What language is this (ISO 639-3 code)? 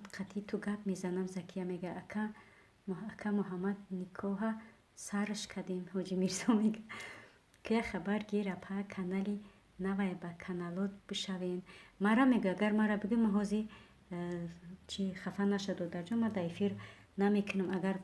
tgk